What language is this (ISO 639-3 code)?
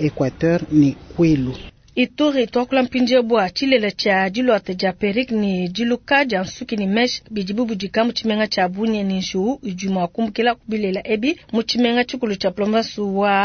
lua